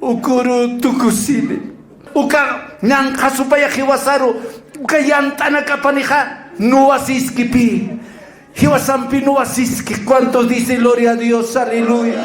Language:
Aymara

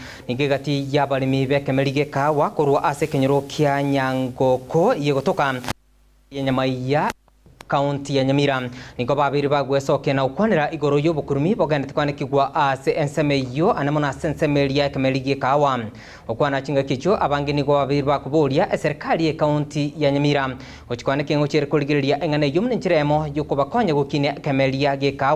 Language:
Gusii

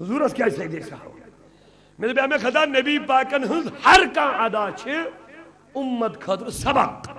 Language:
Kashmiri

